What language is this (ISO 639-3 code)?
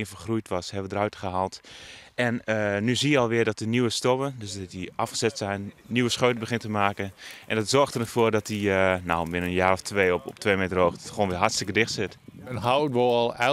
fry